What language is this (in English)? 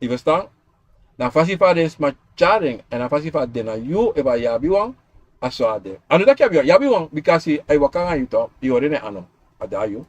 Sranan Tongo